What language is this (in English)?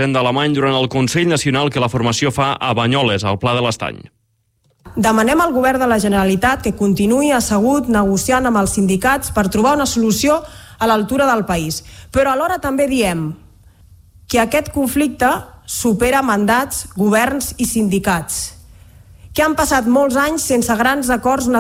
Catalan